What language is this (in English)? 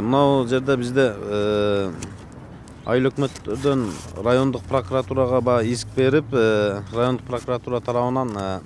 Kyrgyz